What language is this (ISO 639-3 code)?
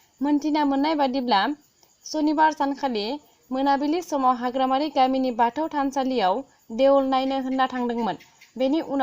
brx